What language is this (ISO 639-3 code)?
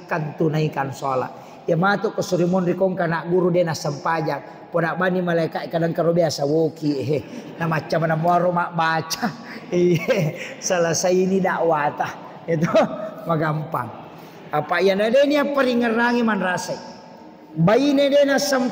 bug